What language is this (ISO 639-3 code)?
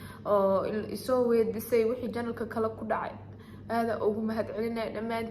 som